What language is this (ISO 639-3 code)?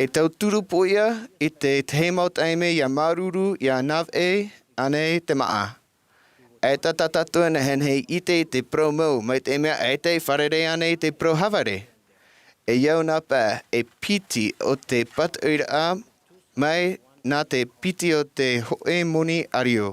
tah